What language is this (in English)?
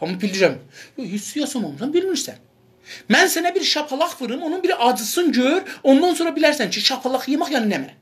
South Azerbaijani